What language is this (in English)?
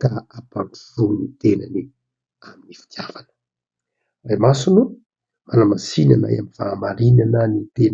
Malagasy